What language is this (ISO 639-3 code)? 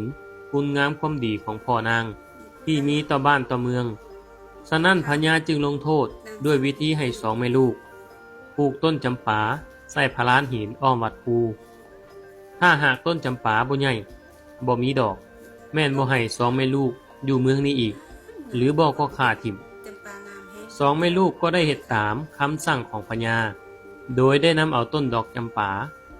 lao